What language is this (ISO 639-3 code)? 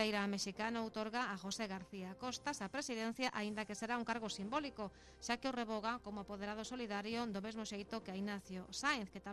glg